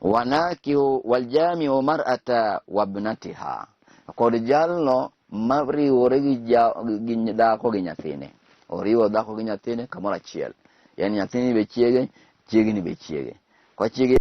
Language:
Luo (Kenya and Tanzania)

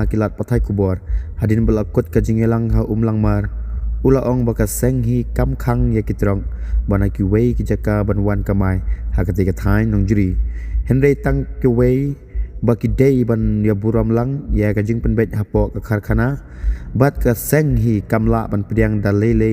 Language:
Khasi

